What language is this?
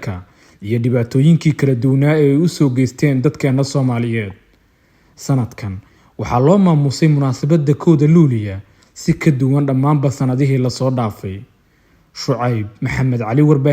Somali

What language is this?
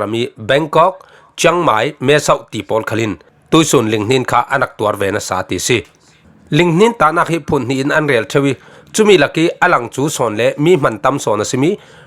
Falam Chin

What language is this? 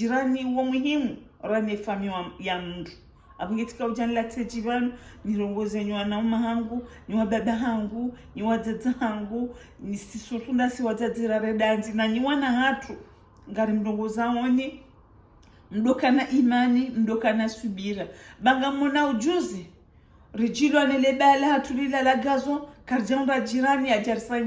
Ngazidja Comorian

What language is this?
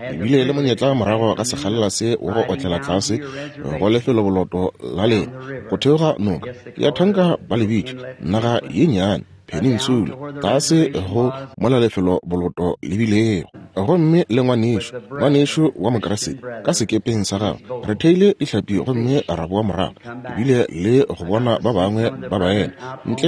Northern Sotho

